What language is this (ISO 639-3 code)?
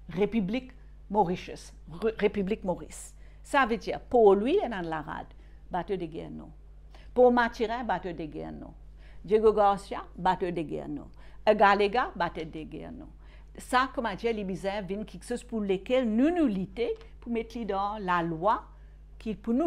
mfe